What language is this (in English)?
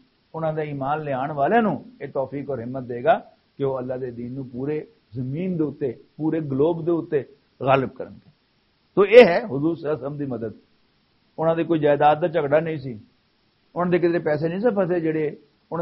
Western Panjabi